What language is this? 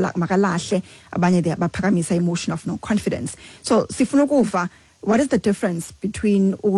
Xhosa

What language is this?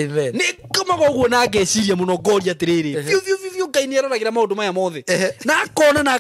Kikuyu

